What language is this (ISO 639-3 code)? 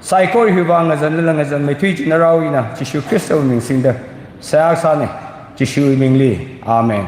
nmf